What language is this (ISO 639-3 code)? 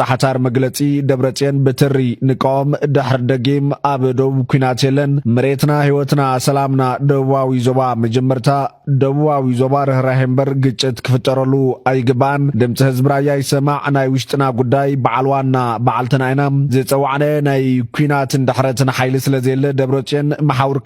tir